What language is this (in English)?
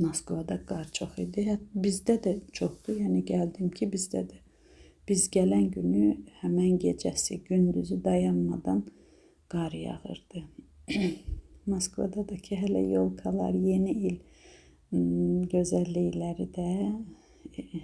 Azerbaijani